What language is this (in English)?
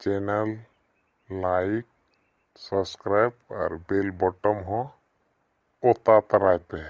Santali